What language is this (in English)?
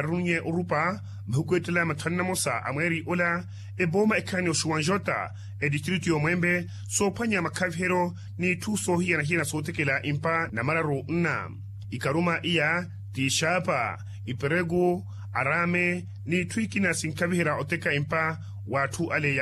Makhuwa